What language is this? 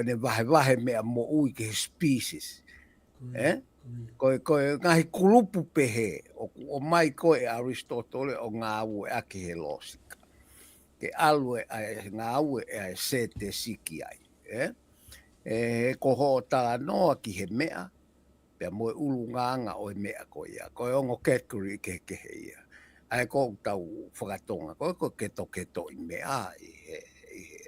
Tongan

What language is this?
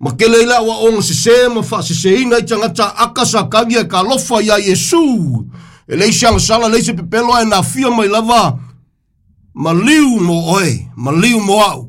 Samoan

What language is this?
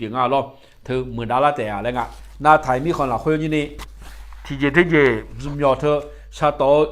Akha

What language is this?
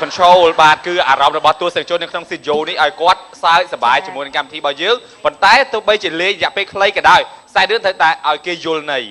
Khmer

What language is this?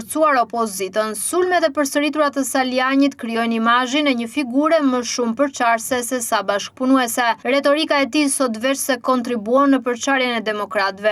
Albanian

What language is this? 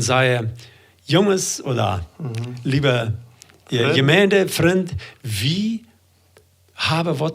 Plautdietsch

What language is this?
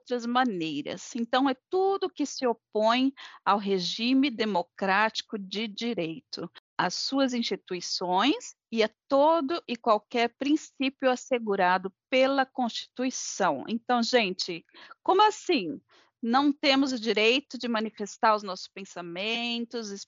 Portuguese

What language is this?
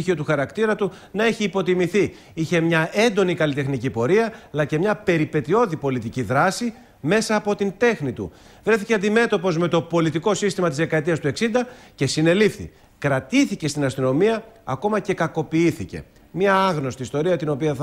Greek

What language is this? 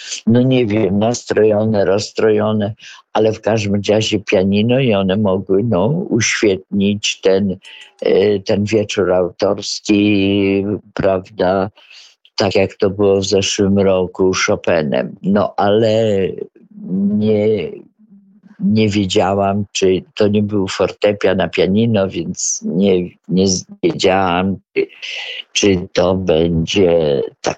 Polish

